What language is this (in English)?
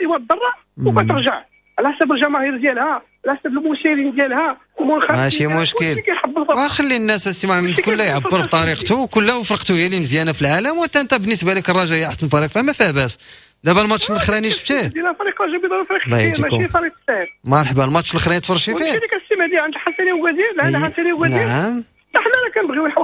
Moroccan Arabic